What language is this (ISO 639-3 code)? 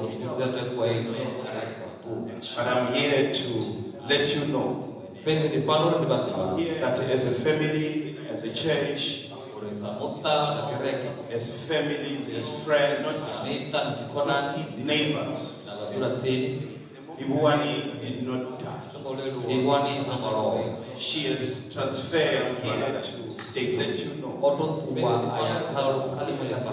ven